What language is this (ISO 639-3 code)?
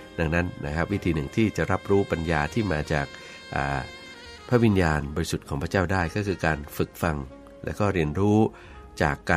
tha